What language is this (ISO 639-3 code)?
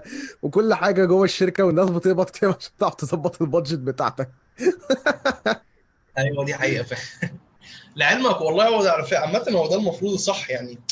arz